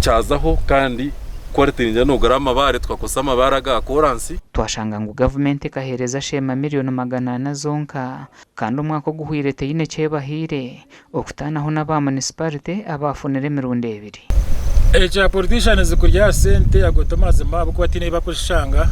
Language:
Nyankole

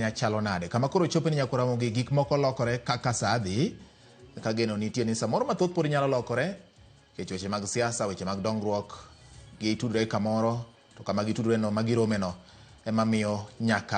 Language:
Luo (Kenya and Tanzania)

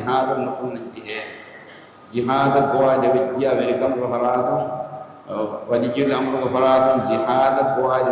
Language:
Divehi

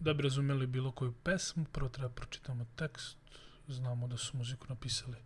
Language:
Serbian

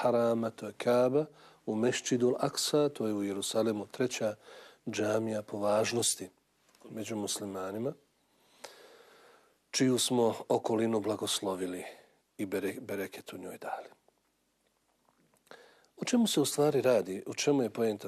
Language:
Bosnian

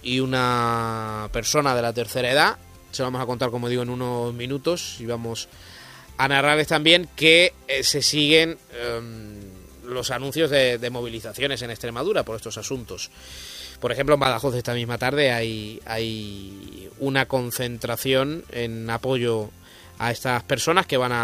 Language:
Spanish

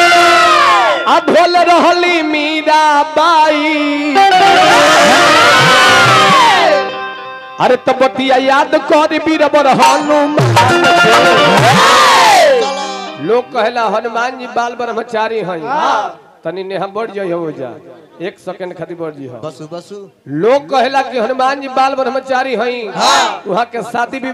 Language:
Bhojpuri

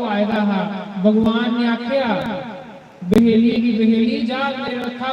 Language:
Dogri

